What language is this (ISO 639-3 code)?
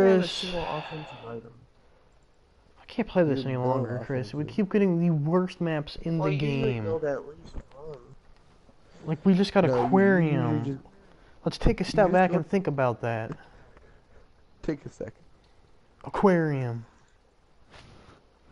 eng